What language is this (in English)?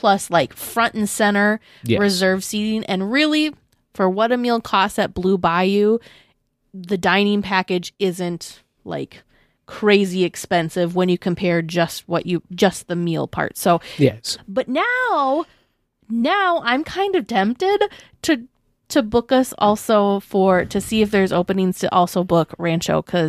English